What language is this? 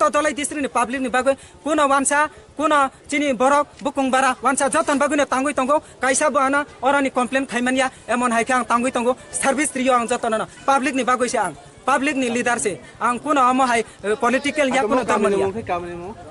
Kok Borok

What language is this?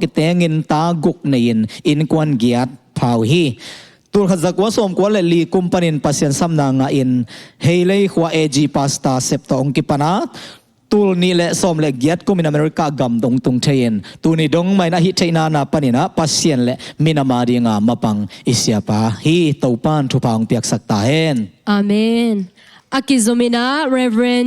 Tedim Chin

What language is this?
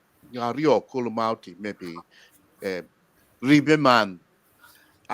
Acoli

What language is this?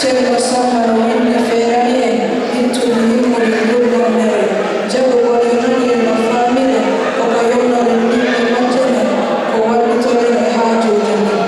Fula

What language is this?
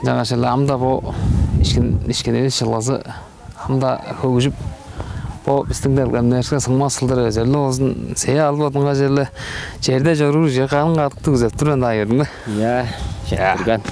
Tuvinian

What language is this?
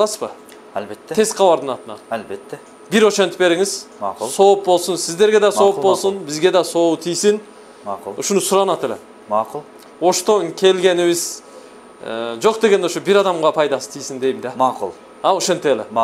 Kyrgyz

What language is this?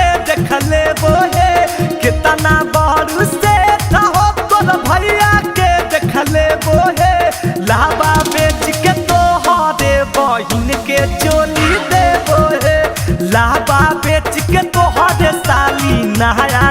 Magahi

